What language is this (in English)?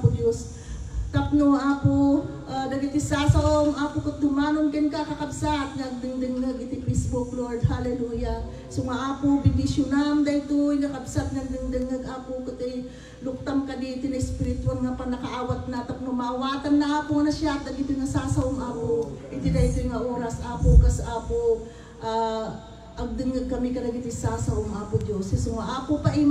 Iloko